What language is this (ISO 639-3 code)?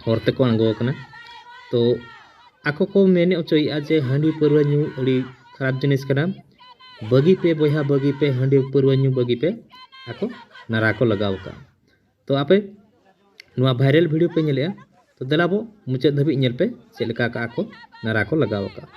sat